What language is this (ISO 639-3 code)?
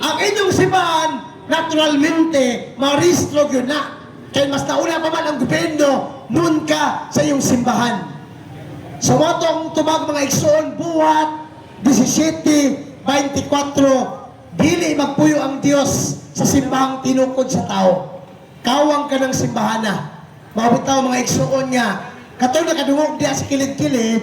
ceb